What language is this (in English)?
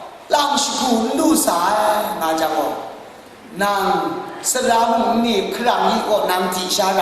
Kachin